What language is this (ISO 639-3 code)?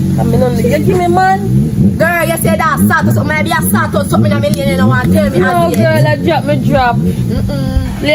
jam